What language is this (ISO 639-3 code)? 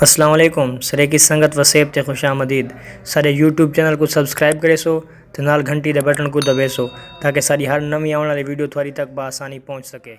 skr